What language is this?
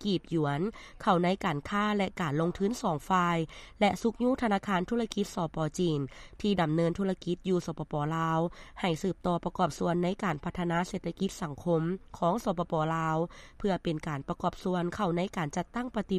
Lao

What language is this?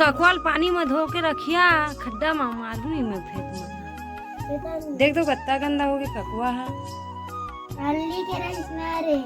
Chhattisgarhi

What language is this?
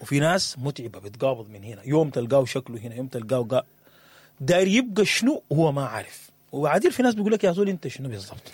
Sudanese Arabic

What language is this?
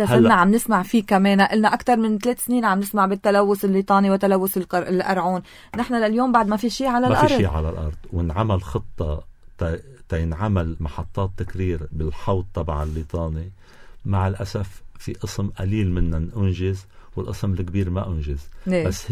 North Levantine Arabic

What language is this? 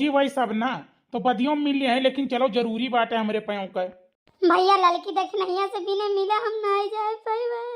Awadhi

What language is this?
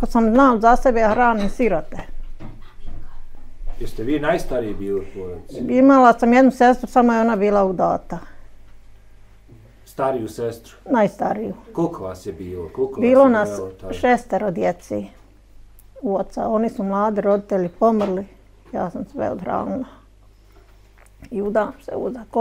Bosnian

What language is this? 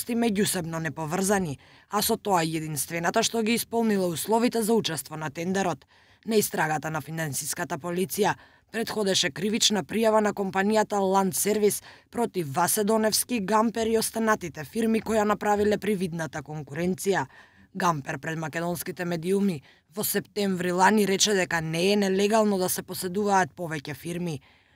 Macedonian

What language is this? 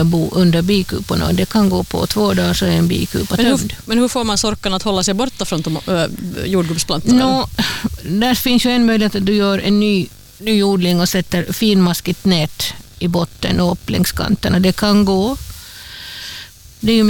Swedish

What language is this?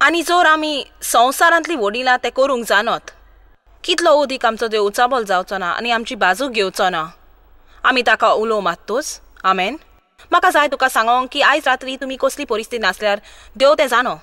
Konkani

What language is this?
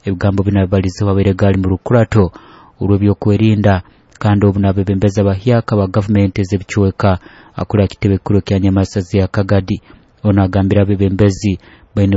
Nyoro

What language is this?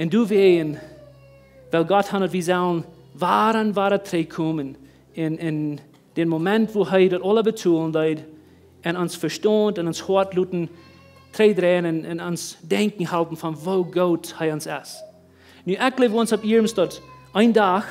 Plautdietsch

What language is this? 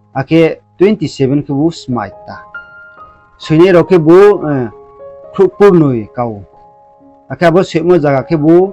Riang (India)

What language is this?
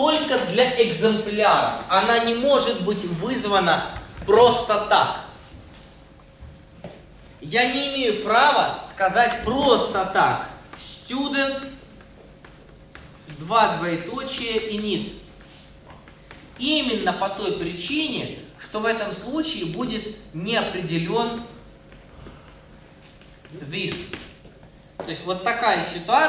Russian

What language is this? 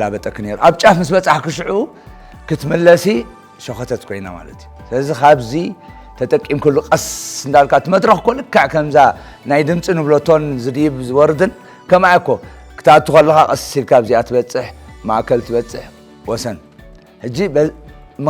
Tigrinya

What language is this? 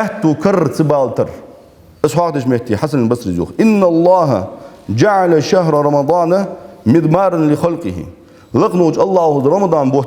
Ingush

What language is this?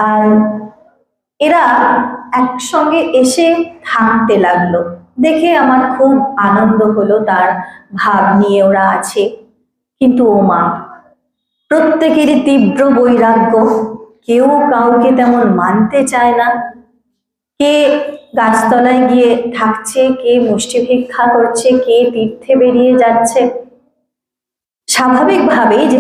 Bangla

